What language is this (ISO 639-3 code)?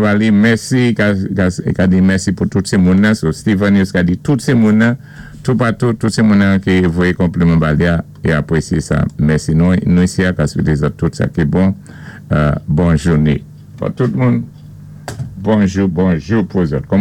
acf